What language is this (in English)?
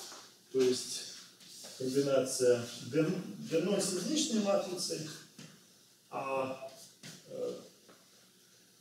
Russian